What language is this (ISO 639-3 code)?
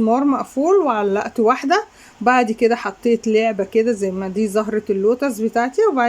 arz